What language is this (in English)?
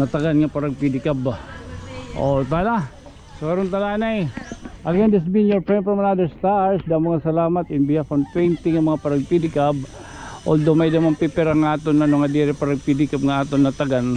Waray